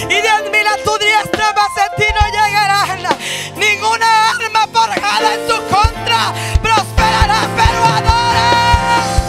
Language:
Spanish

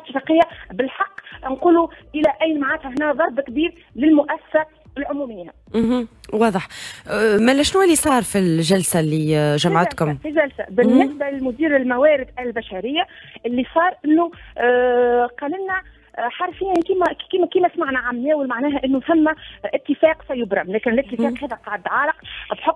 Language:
Tunisian Arabic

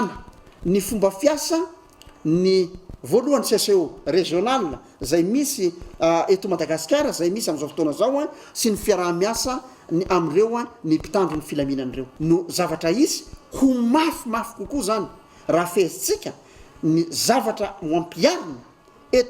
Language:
Malagasy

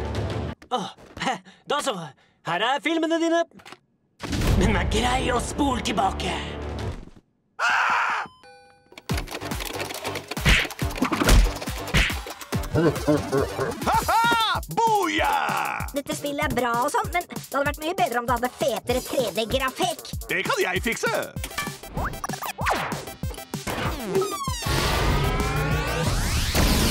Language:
Norwegian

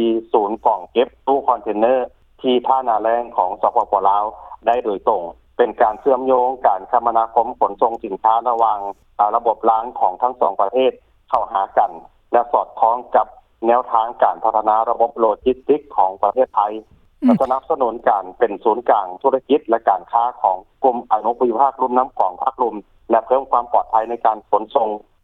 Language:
Lao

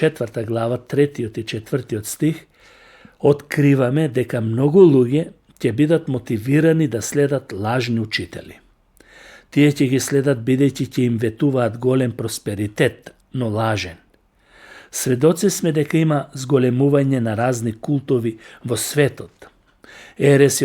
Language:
Macedonian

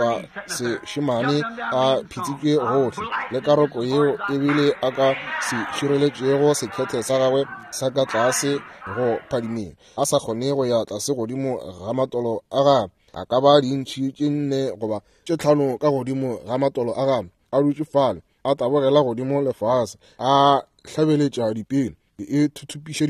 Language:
Northern Sotho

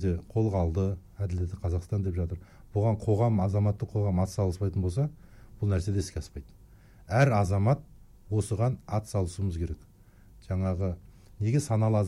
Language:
Kazakh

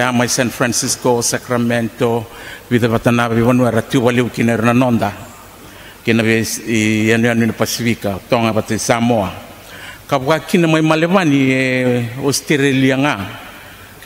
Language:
Fijian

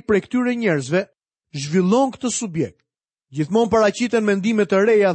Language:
Albanian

